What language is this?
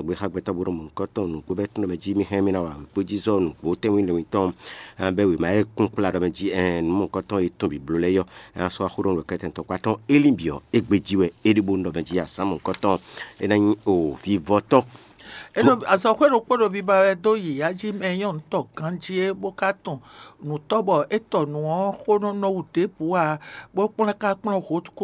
Fon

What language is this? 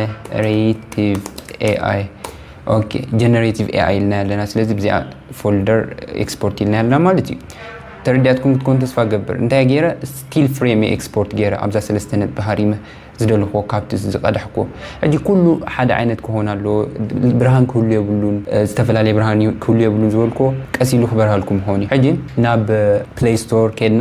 Tigrinya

